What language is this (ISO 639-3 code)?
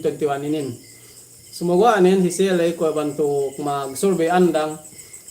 yka